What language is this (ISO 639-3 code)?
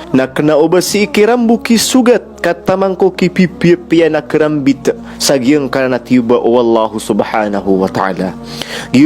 mrw